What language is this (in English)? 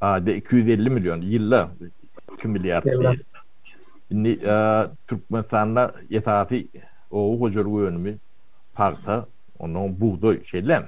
Turkmen